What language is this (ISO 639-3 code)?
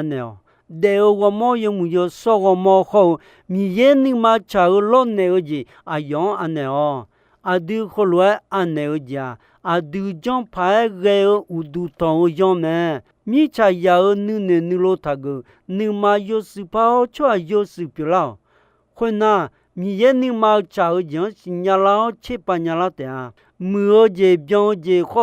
ahk